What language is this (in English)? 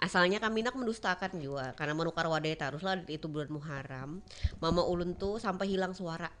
Banjar